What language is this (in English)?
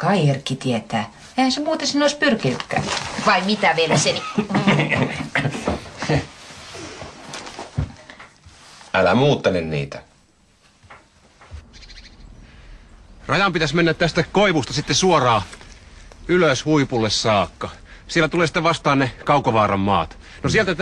Finnish